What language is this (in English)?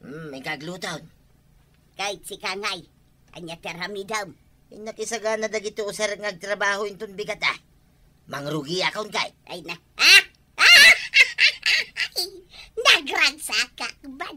Iloko